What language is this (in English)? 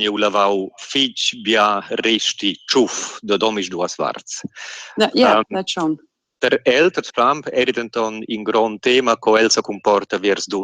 Romansh